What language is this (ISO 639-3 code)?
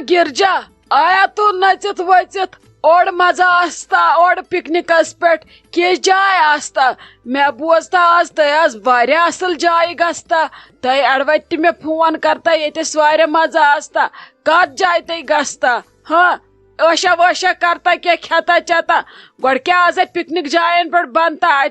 kas